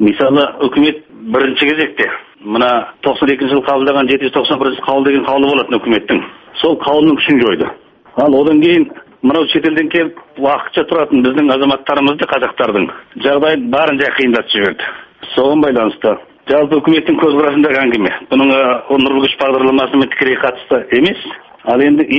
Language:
Kazakh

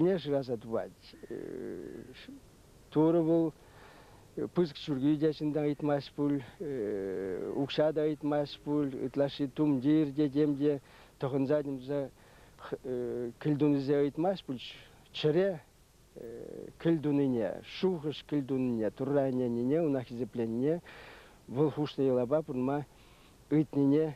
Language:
Chuvash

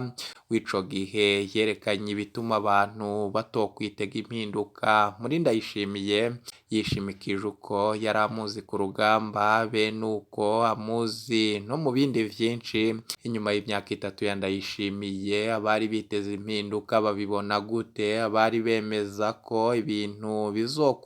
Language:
Rundi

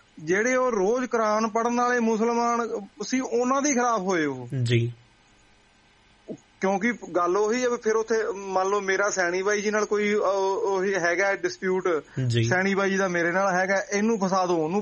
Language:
Punjabi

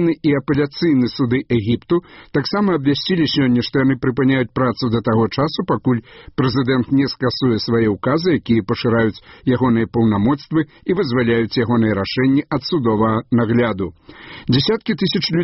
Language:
Belarusian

